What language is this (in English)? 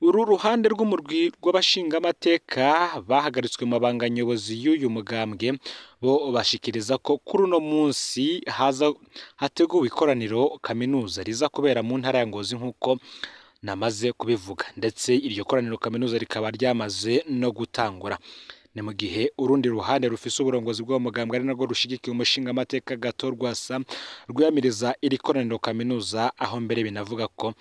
Rundi